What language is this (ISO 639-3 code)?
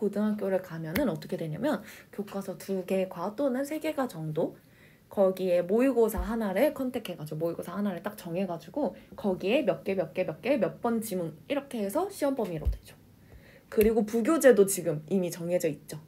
kor